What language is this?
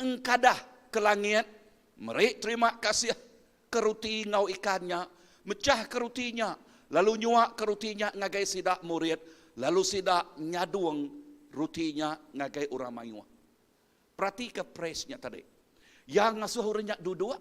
Iban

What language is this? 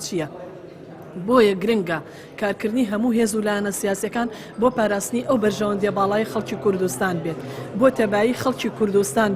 Central Kurdish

